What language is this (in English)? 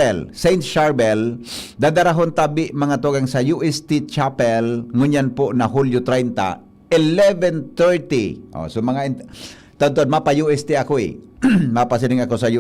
Bikol